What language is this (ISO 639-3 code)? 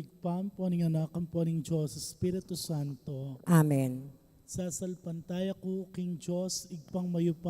pam